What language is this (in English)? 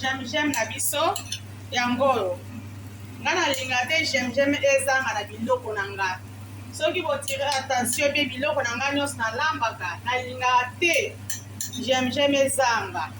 Lingala